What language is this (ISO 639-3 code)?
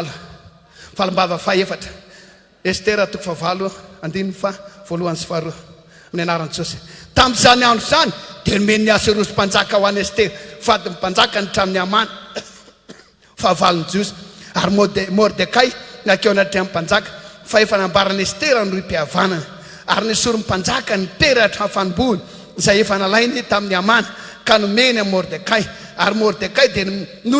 mlg